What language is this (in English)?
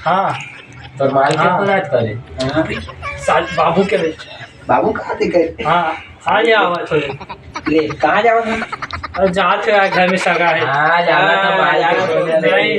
Chhattisgarhi